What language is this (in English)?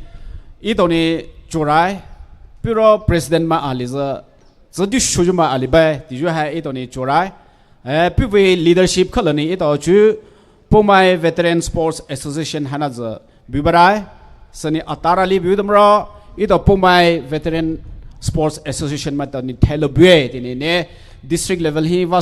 Poumei Naga